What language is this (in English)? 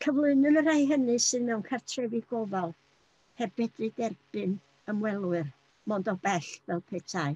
Welsh